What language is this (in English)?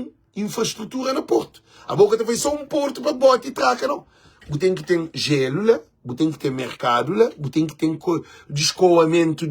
Kabuverdianu